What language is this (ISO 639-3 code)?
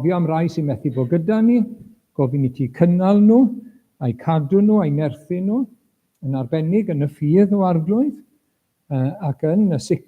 cym